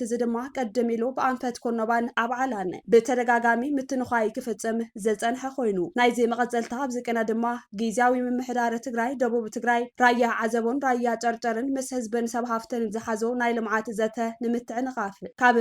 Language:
Tigrinya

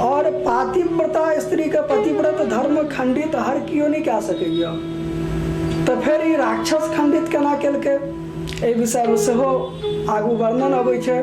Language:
Maithili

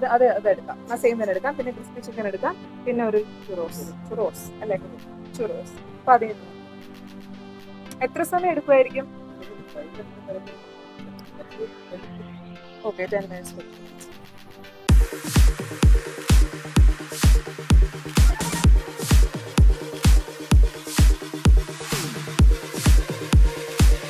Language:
Malayalam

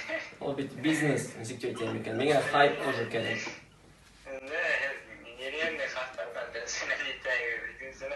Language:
Bashkir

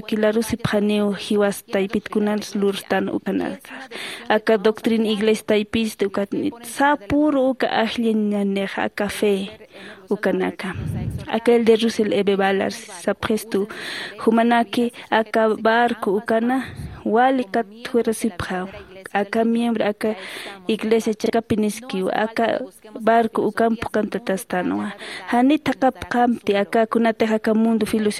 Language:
Aymara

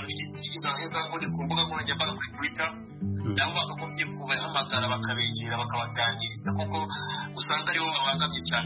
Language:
Kinyarwanda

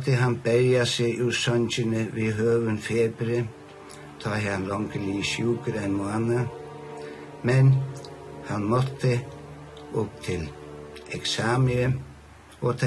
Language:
Faroese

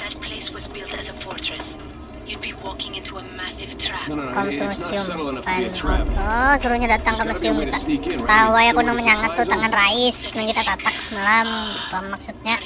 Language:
Banjar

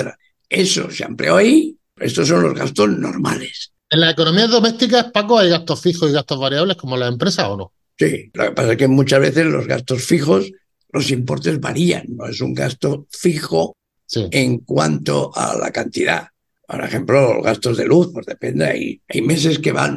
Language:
Spanish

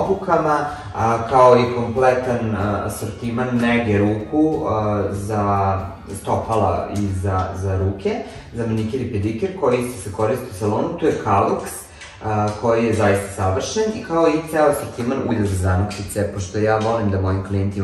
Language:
Serbian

